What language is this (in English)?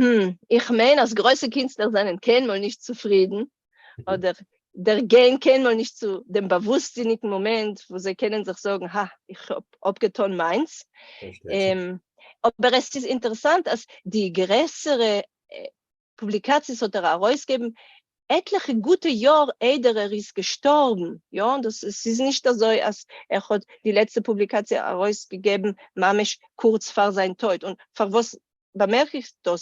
Yiddish